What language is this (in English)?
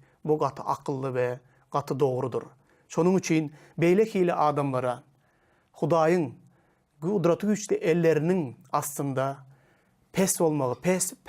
Turkmen